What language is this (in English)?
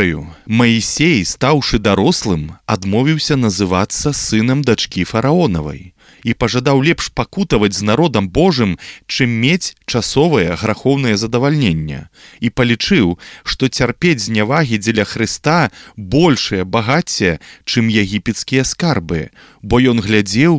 Belarusian